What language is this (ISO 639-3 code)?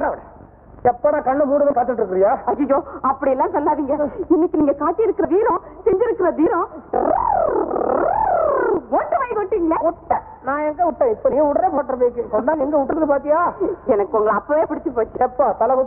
tam